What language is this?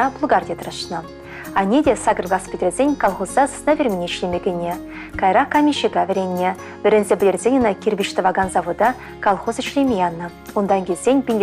Chuvash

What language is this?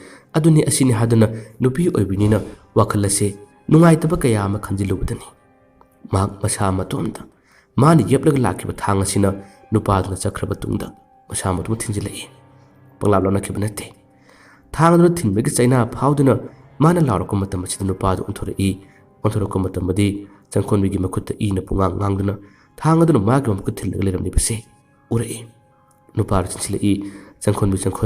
Manipuri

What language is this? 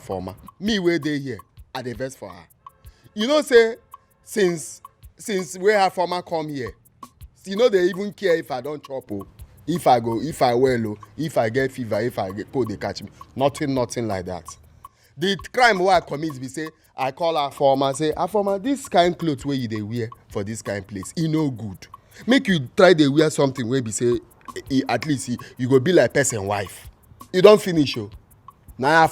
Nigerian Pidgin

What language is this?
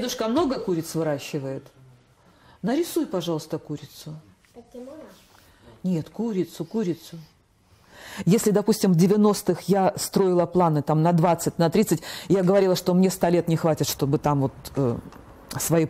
Russian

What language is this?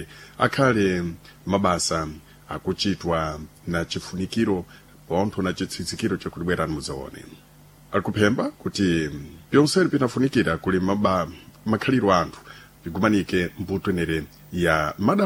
Sena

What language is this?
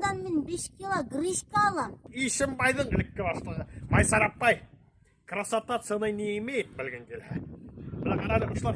Bashkir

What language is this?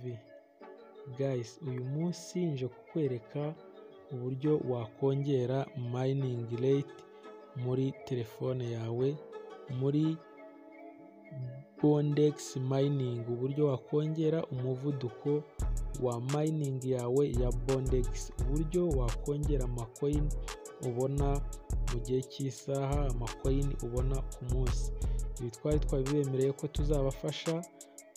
Kinyarwanda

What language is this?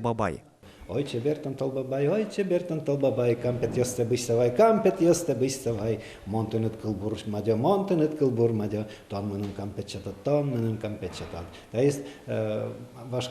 Udmurt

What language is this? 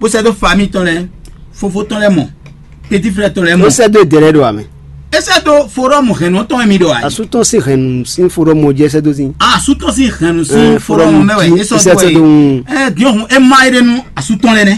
Fon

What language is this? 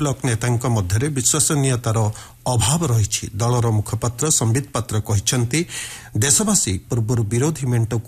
Odia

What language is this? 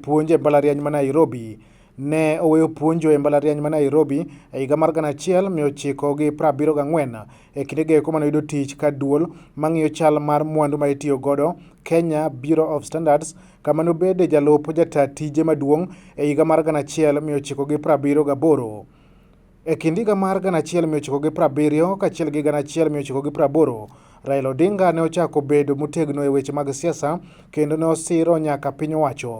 Luo (Kenya and Tanzania)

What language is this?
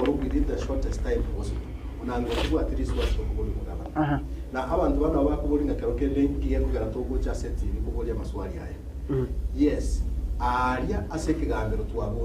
Gusii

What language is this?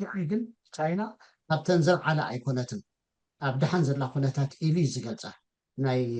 Tigrinya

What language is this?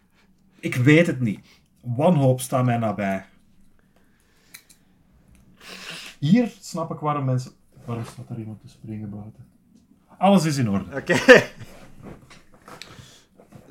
Dutch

